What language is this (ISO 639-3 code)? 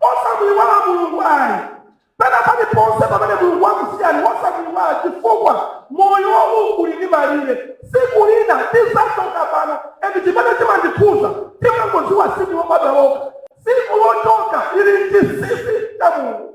nya